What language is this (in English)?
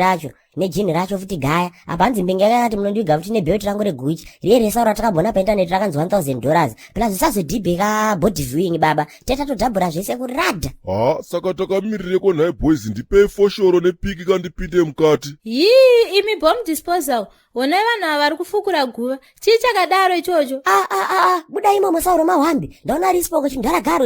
Shona